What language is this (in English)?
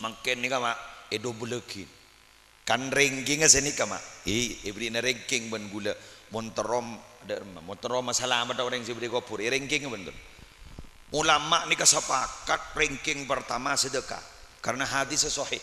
Madurese